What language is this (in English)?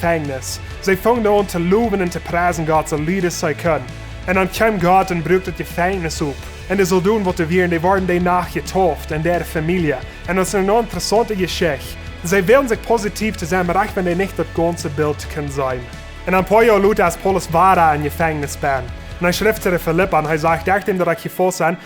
Plautdietsch